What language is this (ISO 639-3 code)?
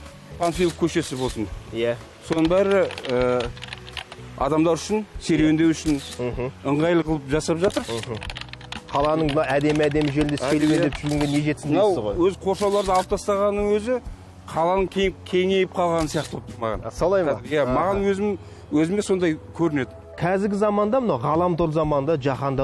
kaz